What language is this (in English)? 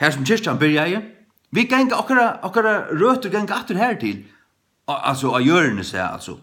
Faroese